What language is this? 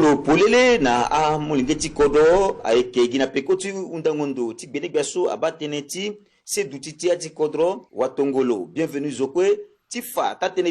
Sango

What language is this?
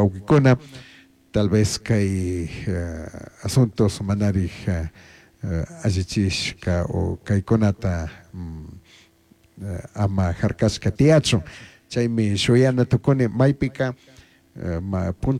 Chimborazo Highland Quichua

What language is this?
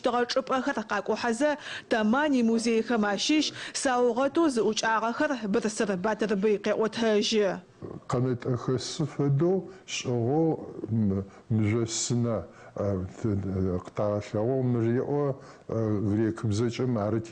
Adyghe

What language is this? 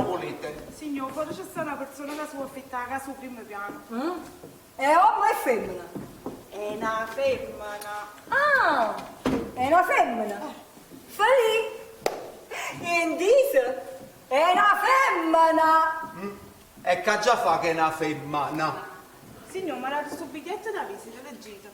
Neapolitan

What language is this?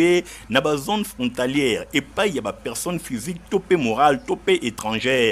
Lingala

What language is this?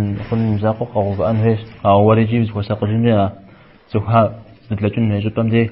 Kabardian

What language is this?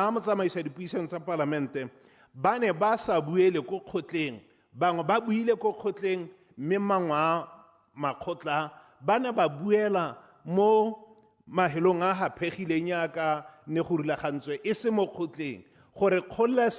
Tswana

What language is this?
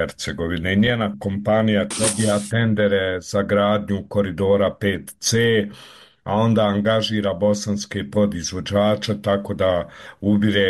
Bosnian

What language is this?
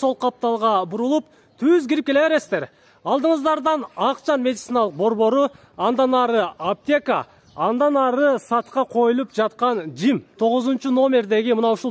Kyrgyz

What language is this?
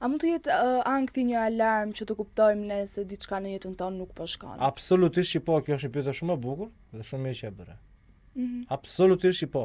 Albanian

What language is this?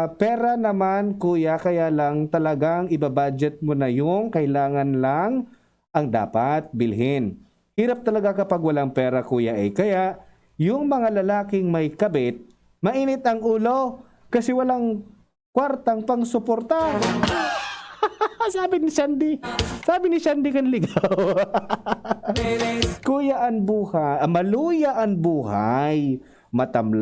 Bikol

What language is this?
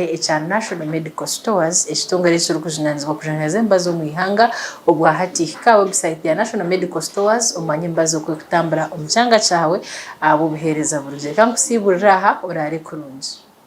Nyankole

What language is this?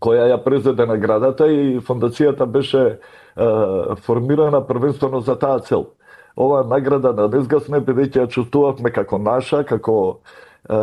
Macedonian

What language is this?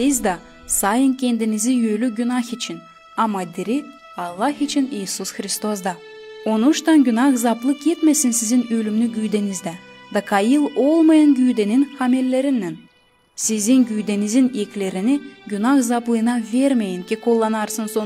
Gagauz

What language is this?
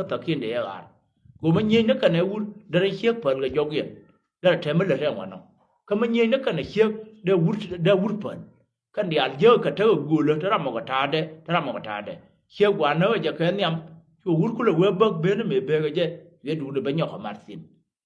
Nuer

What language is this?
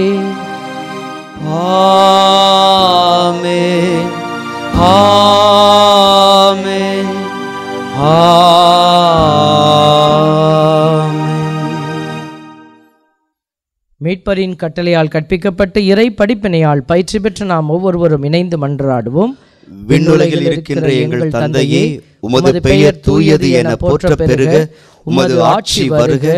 Tamil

